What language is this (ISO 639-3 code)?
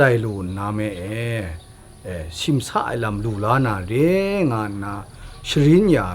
kac